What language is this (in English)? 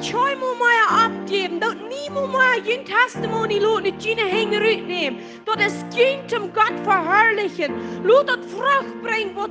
Plautdietsch